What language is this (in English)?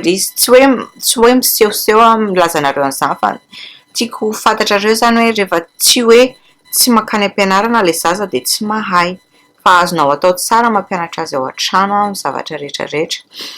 Malagasy